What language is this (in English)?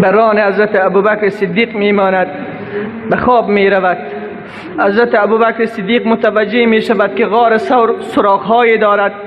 Tajik